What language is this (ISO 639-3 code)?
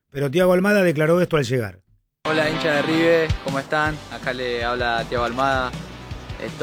spa